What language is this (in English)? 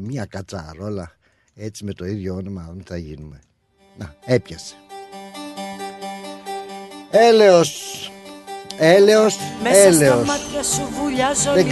Greek